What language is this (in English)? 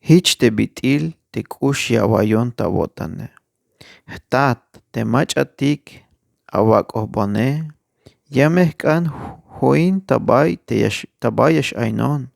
Tzeltal